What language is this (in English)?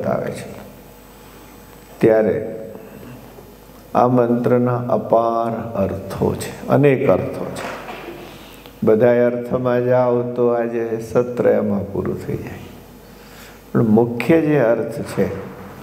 Gujarati